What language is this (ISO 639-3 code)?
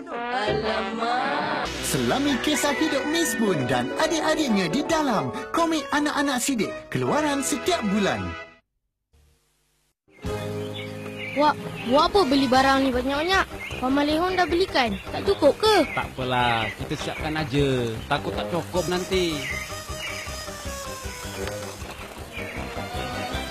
msa